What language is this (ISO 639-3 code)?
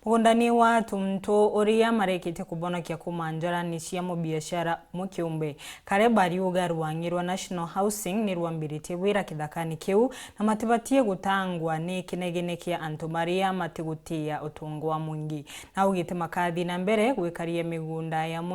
mer